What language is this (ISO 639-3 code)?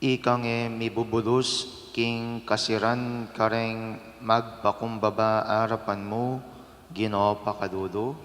pam